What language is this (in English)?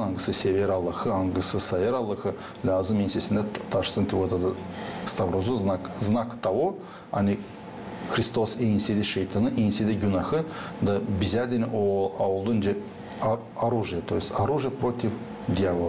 Gagauz